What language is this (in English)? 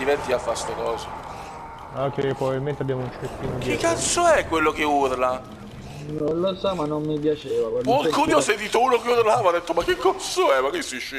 Italian